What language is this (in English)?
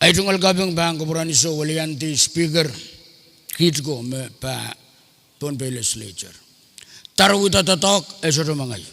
Pohnpeian